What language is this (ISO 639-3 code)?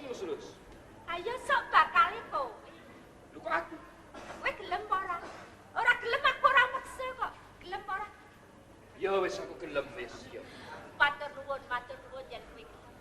jav